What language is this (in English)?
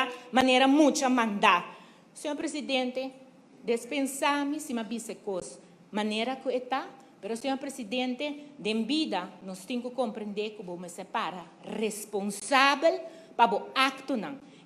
Papiamento